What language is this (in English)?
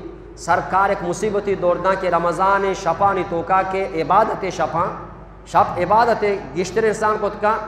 Eastern Balochi